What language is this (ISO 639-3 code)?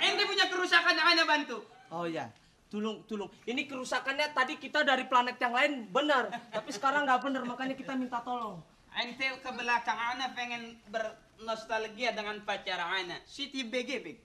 bew